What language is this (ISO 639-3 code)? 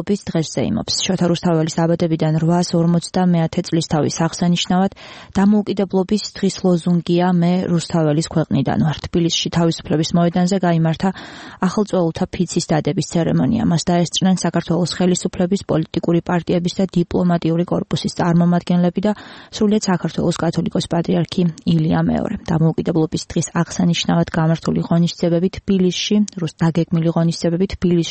kat